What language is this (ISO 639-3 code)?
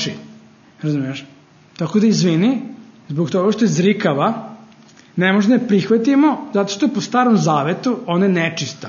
srp